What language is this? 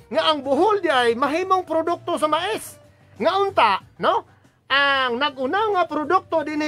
Cebuano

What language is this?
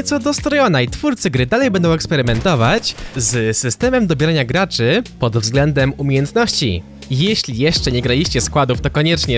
Polish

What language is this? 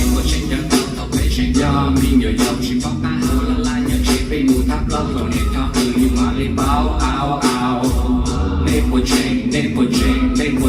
Hmong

